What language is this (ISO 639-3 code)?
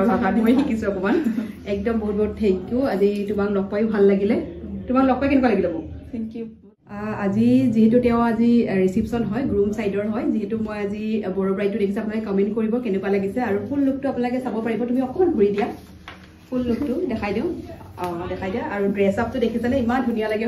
asm